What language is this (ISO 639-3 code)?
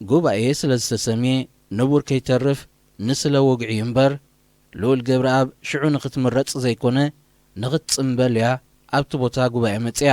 tir